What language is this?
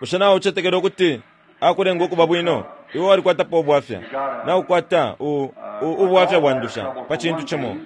Bemba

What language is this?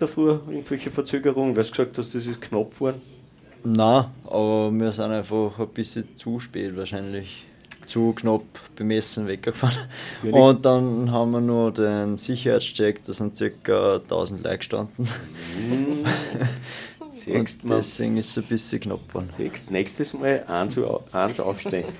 German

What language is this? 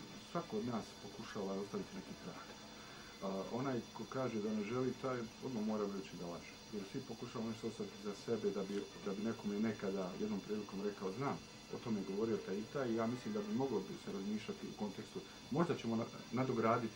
Bosnian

